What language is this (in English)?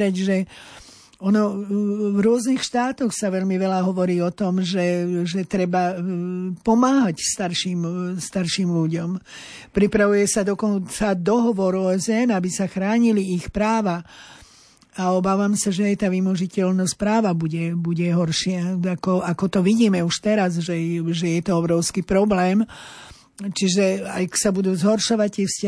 Slovak